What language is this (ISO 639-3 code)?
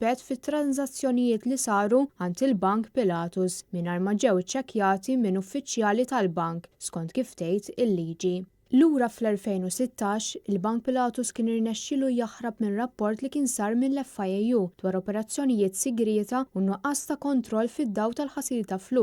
mlt